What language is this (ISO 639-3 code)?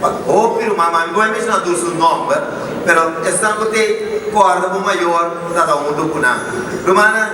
pap